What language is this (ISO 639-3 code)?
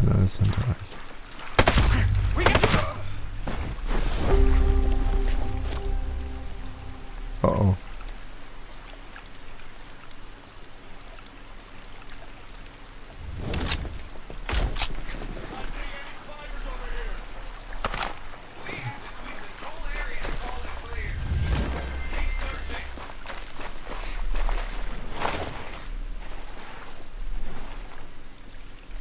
deu